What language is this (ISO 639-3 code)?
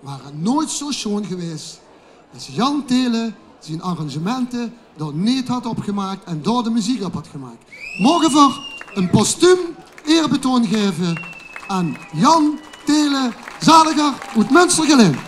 lim